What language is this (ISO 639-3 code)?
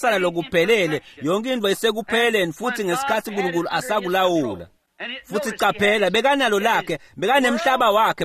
ssw